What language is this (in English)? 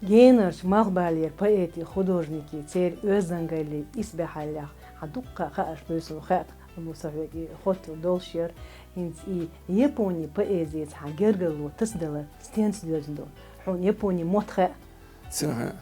Chechen